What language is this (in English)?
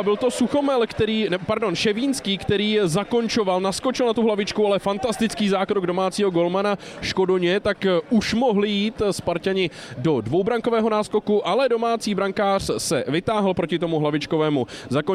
Czech